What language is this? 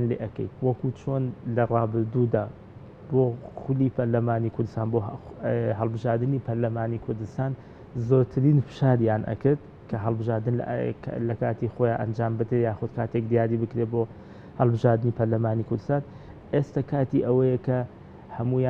Central Kurdish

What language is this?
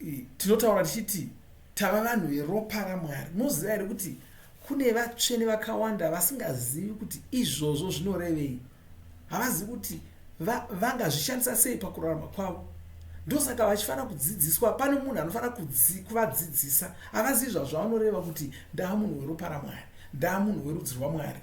Shona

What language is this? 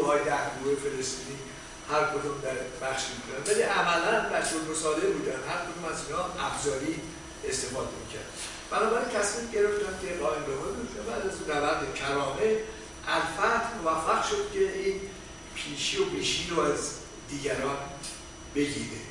Persian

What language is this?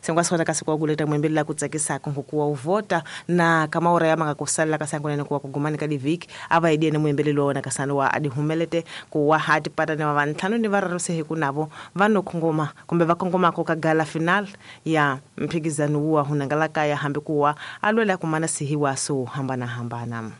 Tsonga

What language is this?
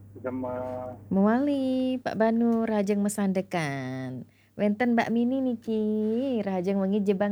Balinese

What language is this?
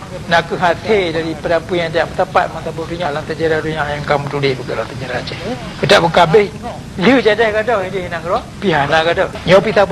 Achinese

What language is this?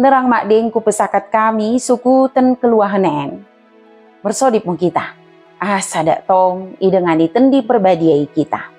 Batak Dairi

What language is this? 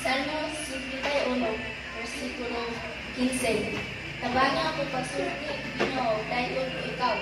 Cebuano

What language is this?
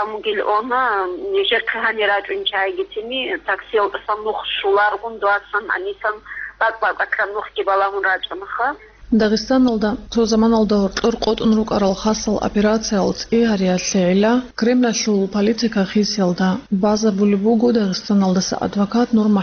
Avaric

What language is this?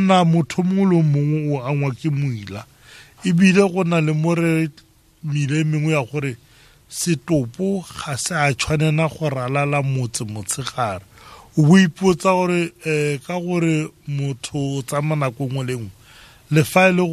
Tswana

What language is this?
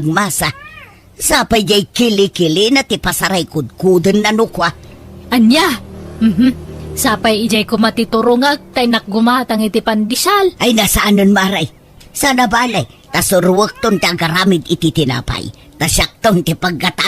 Iloko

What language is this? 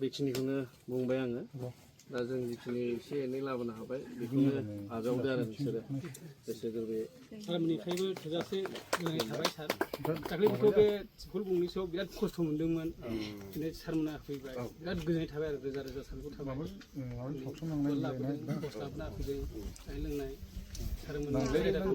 Bodo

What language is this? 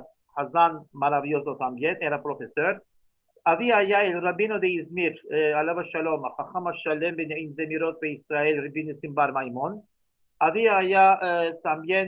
Ladino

